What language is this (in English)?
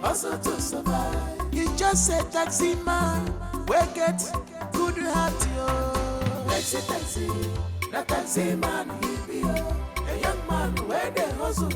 Nigerian Pidgin